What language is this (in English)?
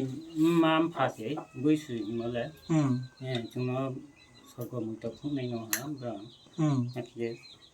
Riang (India)